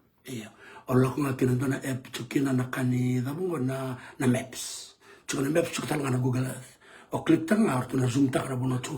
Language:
Fijian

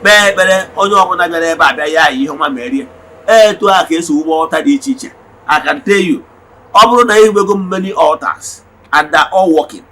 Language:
Igbo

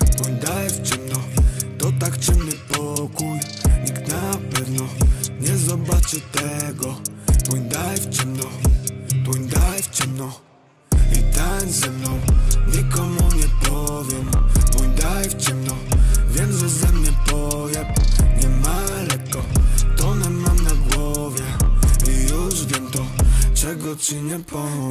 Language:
Polish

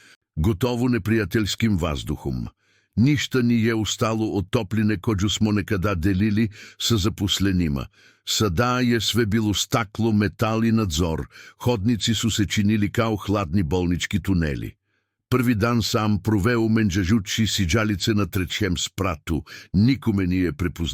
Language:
Serbian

